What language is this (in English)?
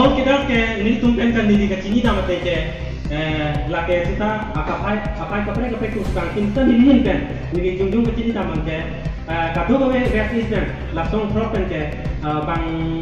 Karbi